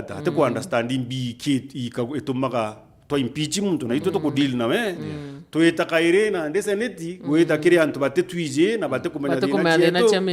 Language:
Meru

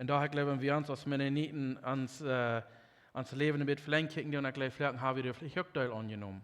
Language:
Plautdietsch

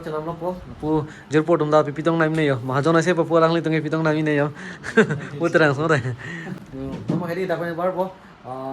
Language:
Karbi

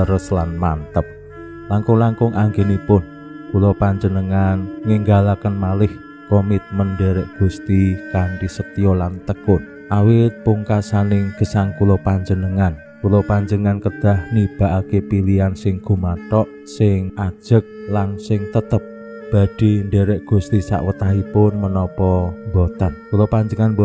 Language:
Javanese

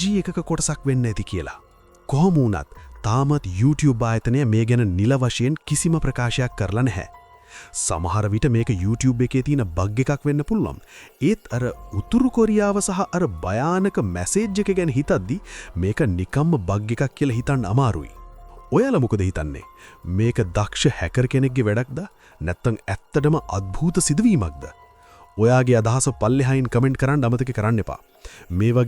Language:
Sinhala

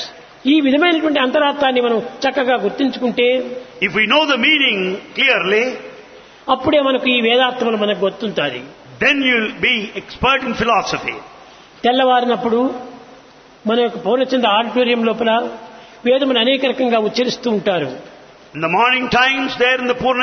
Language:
Telugu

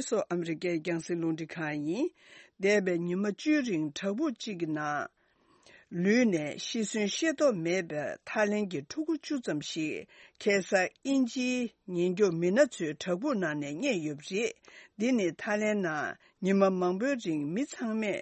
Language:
Tibetan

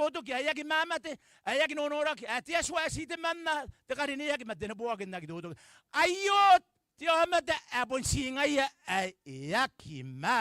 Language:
Gilbertese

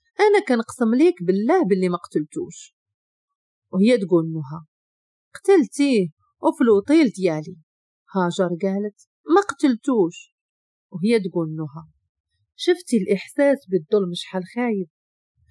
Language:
Moroccan Arabic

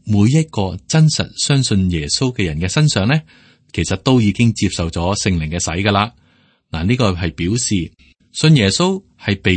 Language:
Cantonese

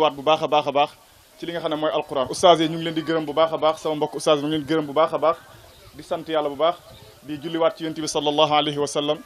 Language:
Wolof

